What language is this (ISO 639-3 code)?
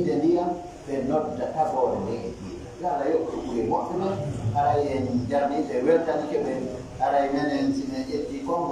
fuf